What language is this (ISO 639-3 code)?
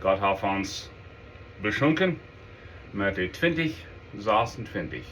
pdt